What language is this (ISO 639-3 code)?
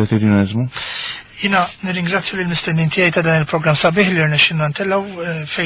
mlt